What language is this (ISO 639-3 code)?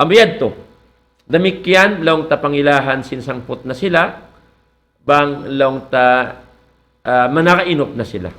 tsg